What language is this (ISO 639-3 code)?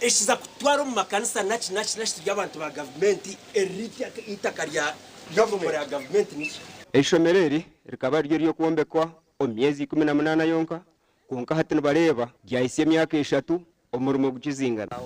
nyn